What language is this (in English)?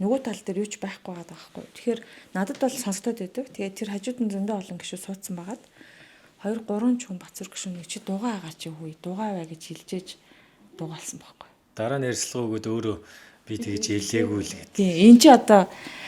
Mongolian